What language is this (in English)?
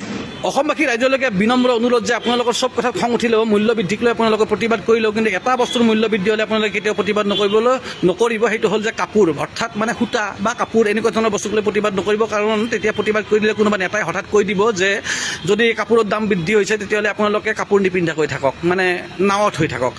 Assamese